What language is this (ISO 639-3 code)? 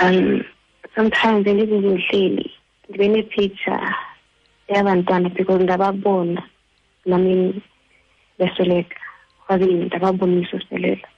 xho